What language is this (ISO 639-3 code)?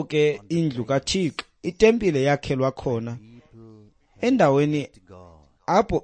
xho